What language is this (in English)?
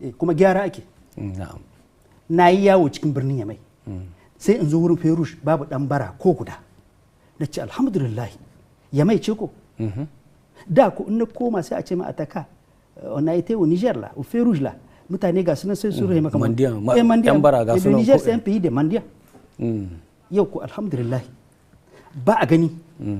Hausa